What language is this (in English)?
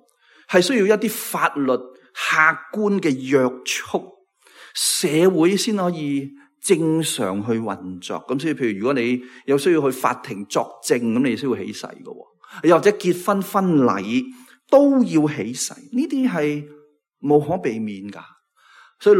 Cantonese